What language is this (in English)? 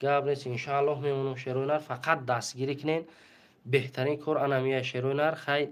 Tajik